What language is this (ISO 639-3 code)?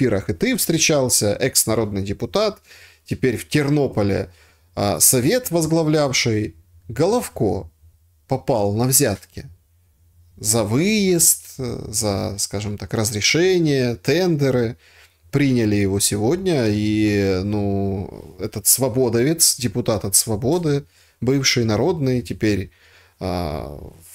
rus